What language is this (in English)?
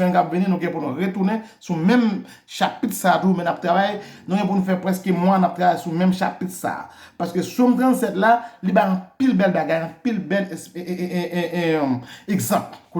Haitian Creole